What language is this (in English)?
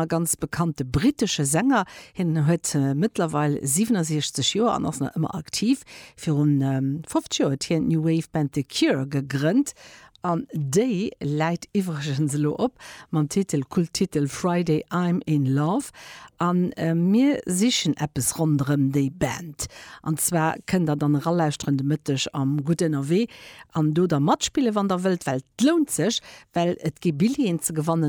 Luxembourgish